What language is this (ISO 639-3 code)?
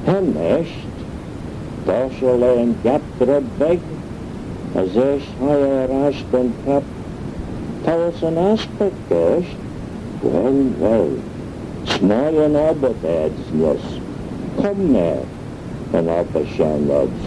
glv